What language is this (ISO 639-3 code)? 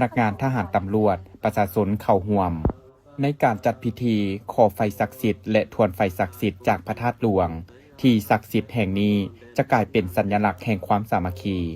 lao